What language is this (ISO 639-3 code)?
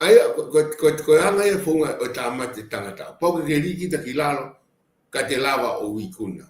ton